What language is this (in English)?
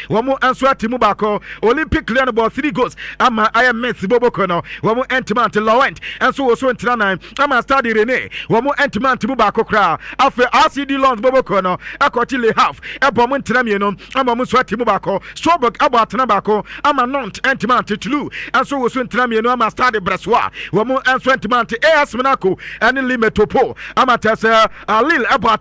Akan